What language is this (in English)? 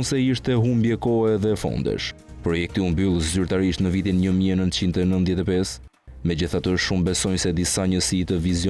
Albanian